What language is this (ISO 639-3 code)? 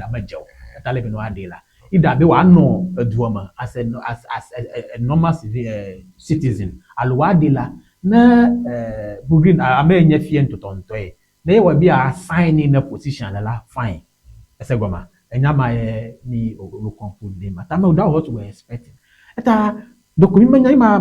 ewe